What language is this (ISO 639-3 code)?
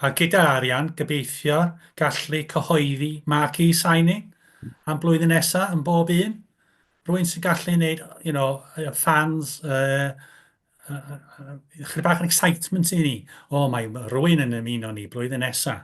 cym